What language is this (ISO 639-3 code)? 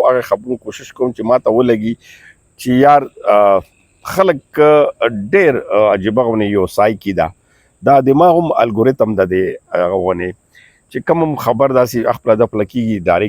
pus